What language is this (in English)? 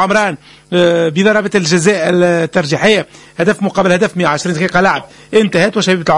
Tunisian Arabic